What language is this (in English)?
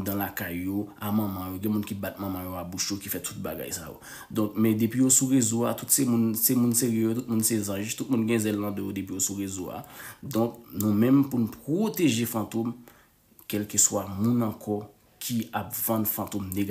Haitian Creole